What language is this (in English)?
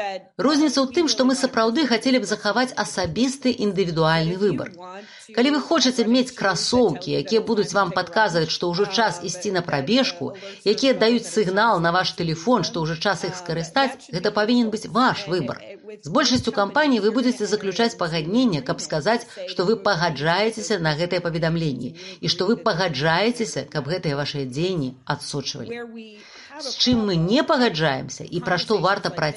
Belarusian